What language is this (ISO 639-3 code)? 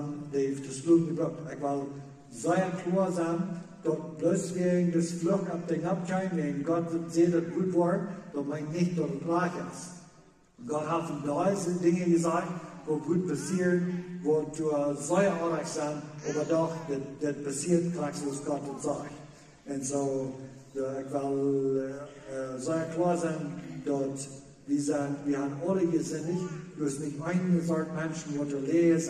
pdt